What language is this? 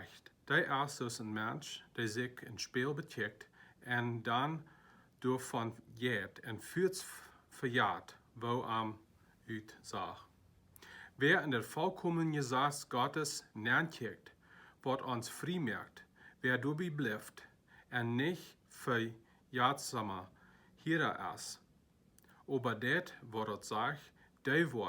Plautdietsch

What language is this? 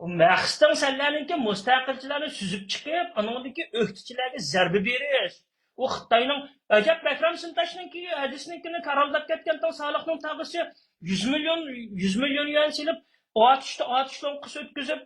Uyghur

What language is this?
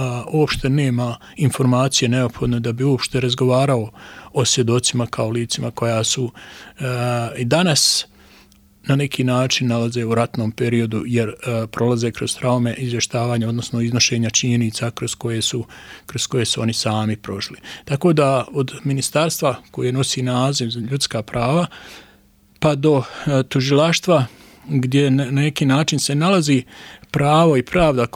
Bosnian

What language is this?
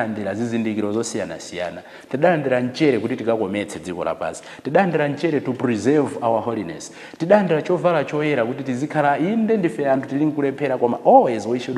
Nyanja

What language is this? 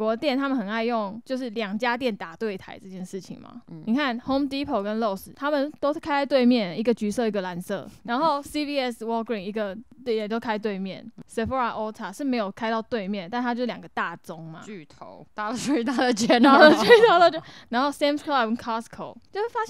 Chinese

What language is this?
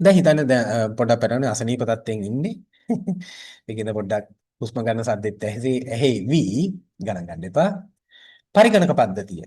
Sinhala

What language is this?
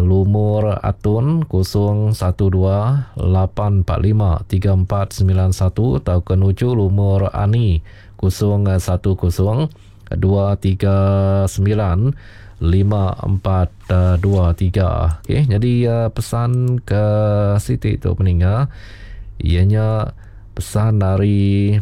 Iban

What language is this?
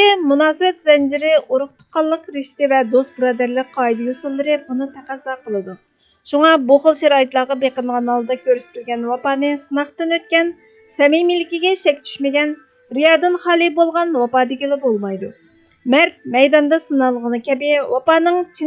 Uyghur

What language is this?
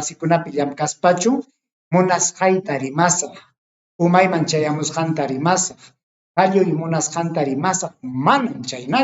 Ayacucho Quechua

